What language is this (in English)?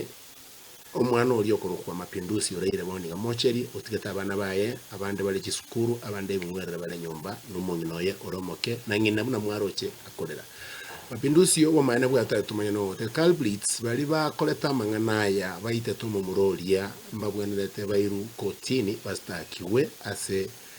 Gusii